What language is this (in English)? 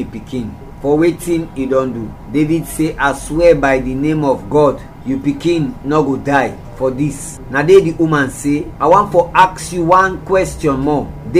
Krio